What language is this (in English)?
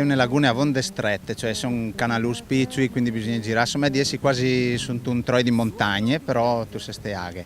Friulian